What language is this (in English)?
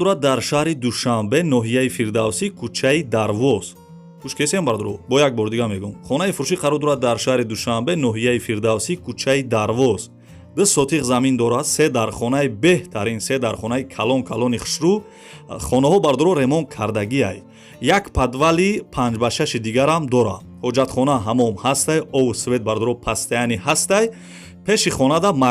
Tajik